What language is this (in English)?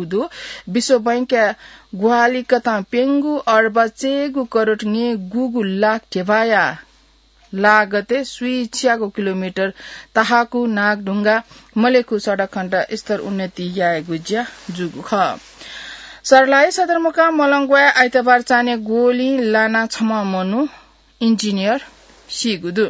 Newari